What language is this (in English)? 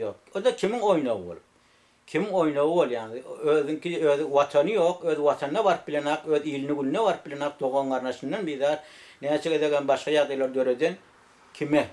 Turkmen